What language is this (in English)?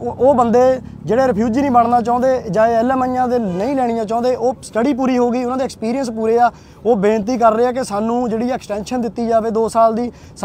Punjabi